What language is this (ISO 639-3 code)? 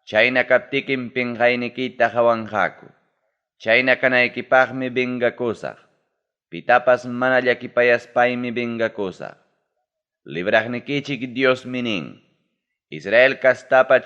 quy